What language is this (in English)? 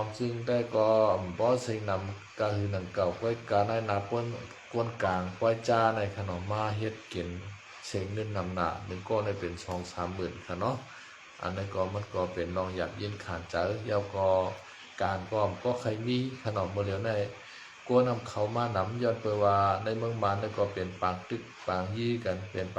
Shan